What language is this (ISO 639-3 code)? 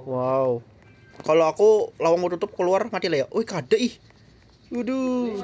bjn